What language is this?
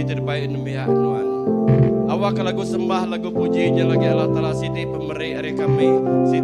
Iban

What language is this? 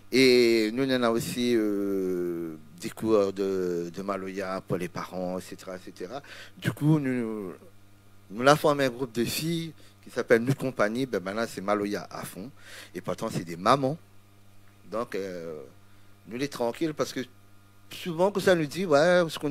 Réunion Creole French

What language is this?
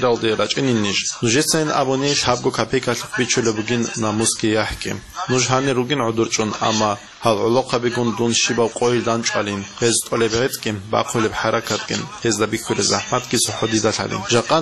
Avaric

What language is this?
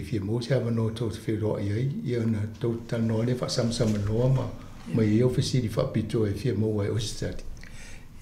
Samoan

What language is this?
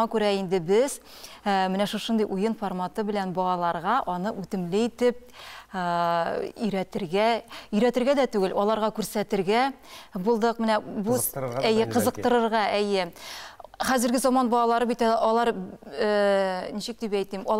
Tatar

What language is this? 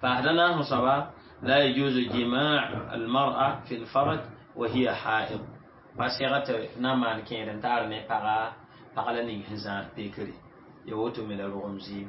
Mossi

